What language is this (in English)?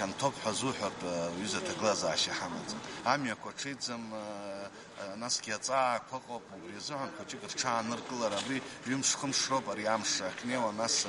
Abkhazian